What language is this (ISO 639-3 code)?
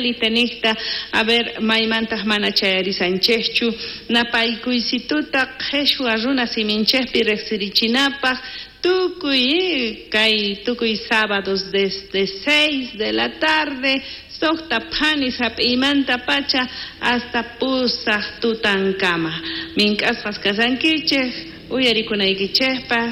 quh